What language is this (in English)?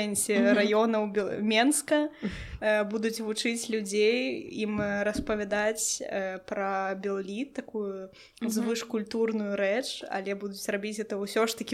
Belarusian